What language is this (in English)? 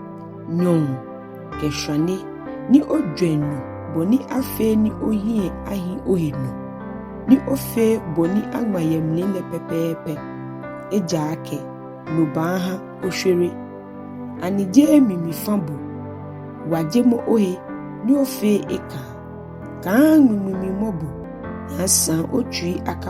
Ga